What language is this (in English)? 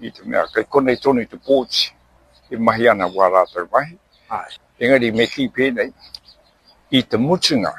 Māori